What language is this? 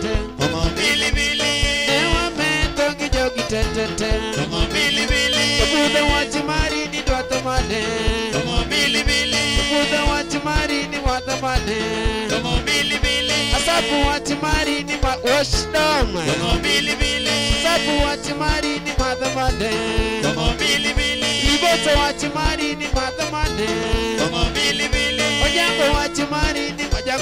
Luo (Kenya and Tanzania)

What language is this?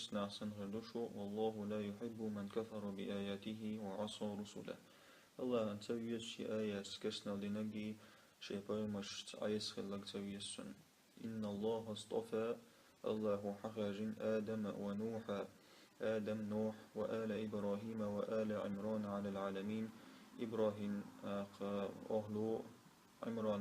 Chechen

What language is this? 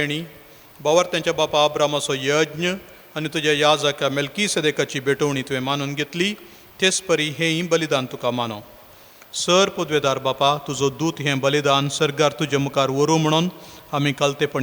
Konkani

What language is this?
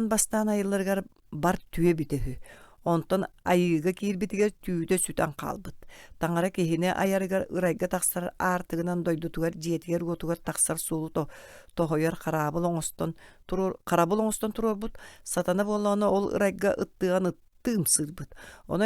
Yakut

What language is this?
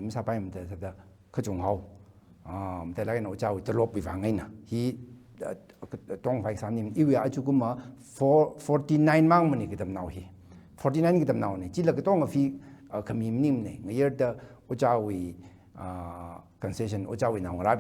Tangkhul Naga (India)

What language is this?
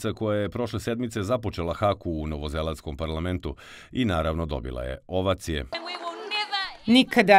Serbian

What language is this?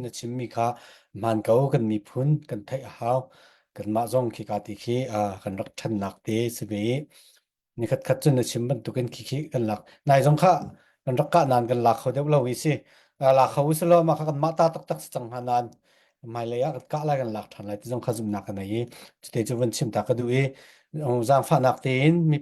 Falam Chin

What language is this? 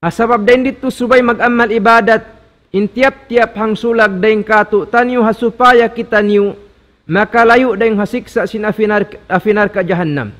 Tausug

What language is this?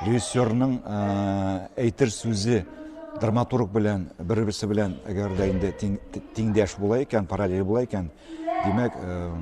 Tatar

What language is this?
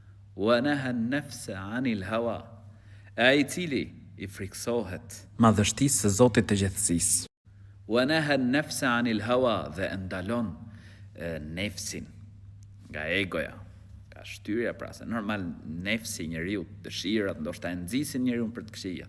Albanian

